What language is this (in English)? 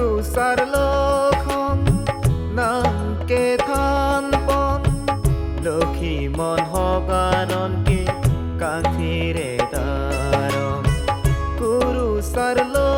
Karbi